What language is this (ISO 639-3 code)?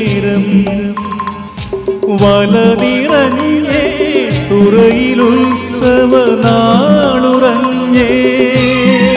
mal